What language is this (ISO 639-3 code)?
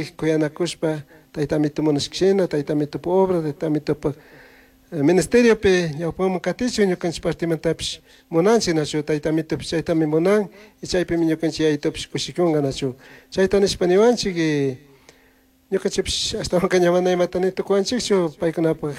qug